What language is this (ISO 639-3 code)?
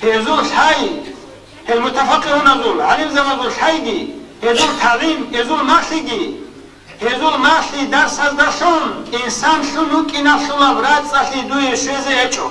ava